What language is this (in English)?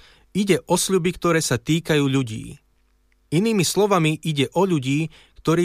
Slovak